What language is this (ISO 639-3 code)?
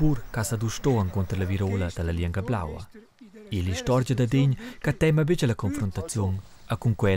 roh